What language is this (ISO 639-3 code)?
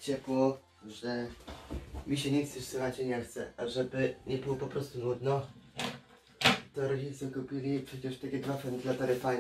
pol